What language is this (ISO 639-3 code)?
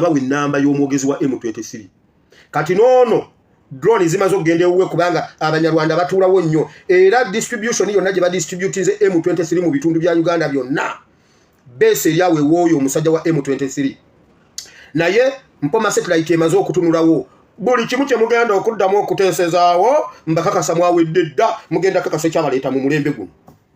lug